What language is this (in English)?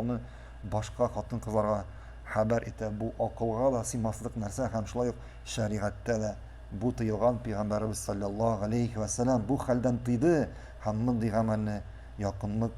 Tatar